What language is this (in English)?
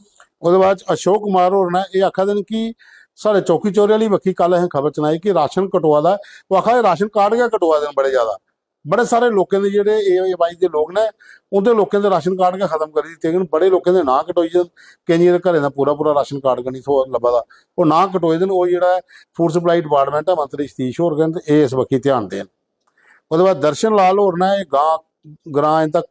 Dogri